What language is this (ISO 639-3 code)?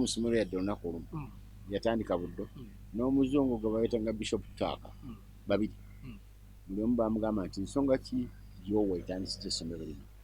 lug